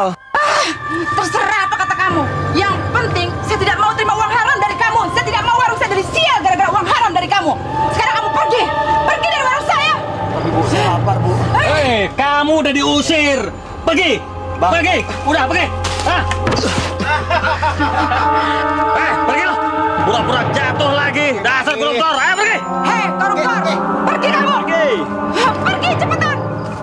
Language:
Indonesian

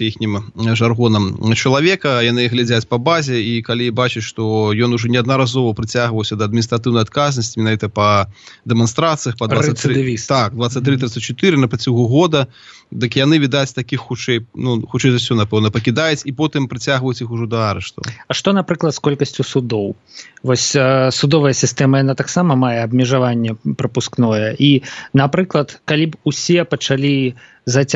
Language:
Belarusian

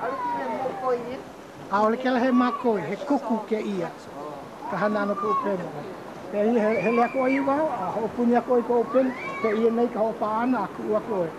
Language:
Hawaiian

